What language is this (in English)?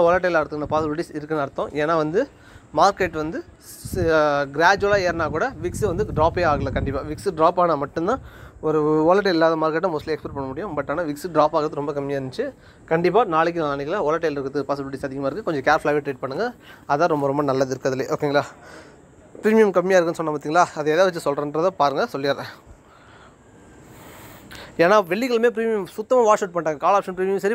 Tamil